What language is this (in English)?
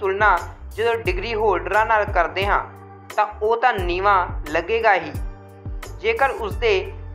Punjabi